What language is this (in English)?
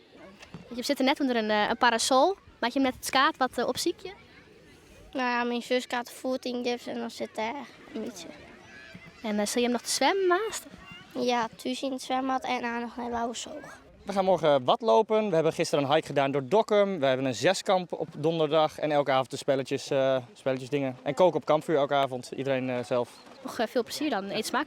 Western Frisian